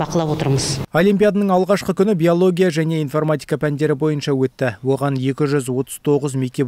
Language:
Kazakh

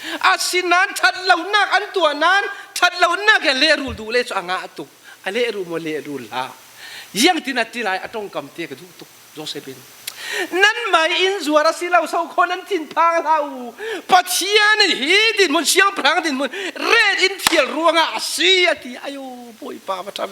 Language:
Falam Chin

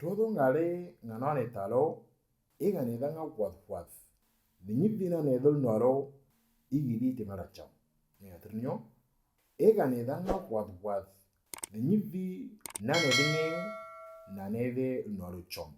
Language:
Moro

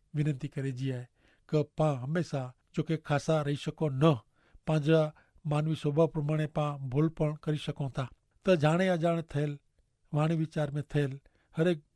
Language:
Kachhi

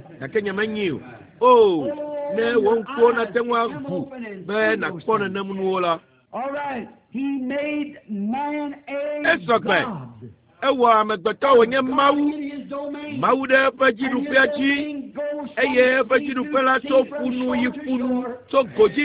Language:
Ewe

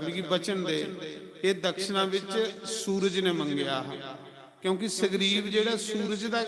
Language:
Dogri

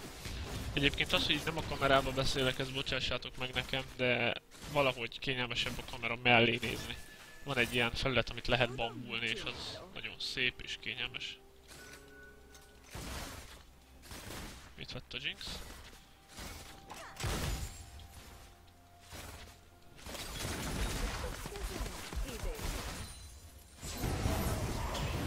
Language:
Hungarian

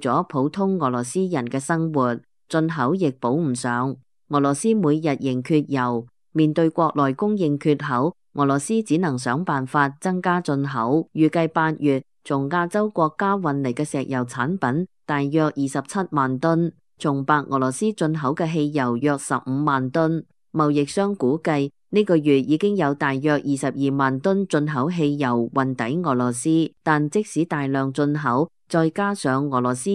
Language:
Cantonese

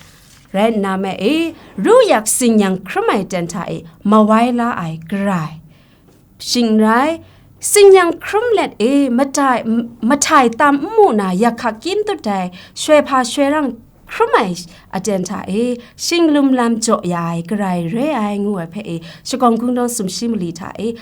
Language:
Kachin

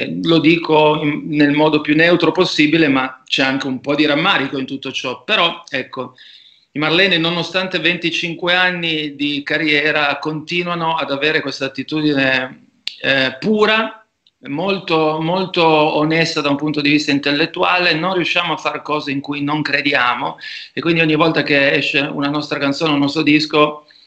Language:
Italian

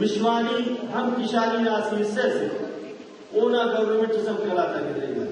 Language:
Brahui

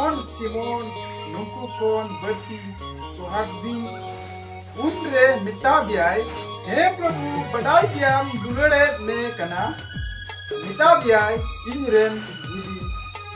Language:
Santali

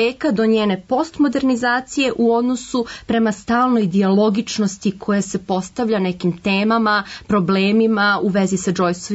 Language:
Serbian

